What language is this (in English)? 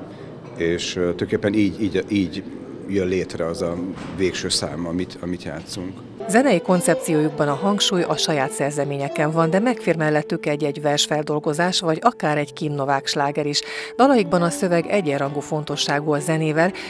Hungarian